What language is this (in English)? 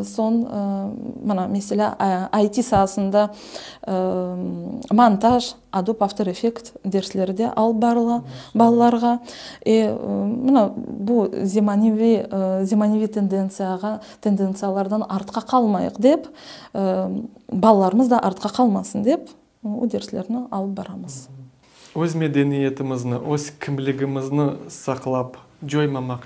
Crimean Tatar